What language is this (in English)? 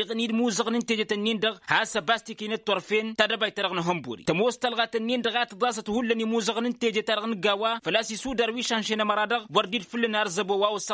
Tamasheq